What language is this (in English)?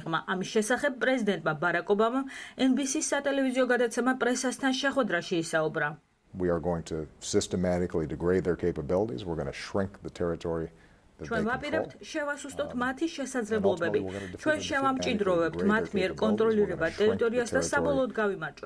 Georgian